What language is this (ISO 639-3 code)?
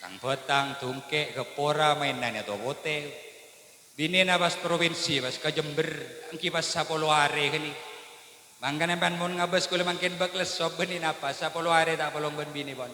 mad